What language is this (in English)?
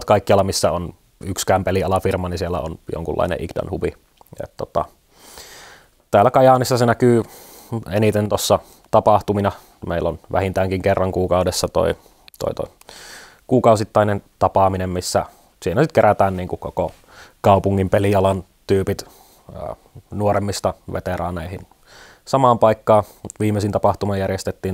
Finnish